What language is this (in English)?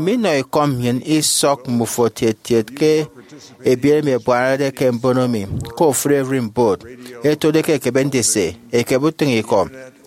Efik